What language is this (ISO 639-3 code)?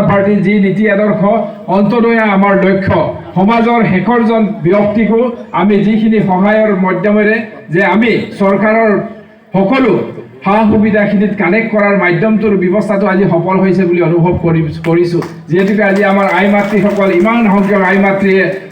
asm